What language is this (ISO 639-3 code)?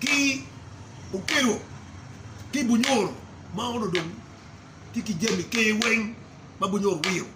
ach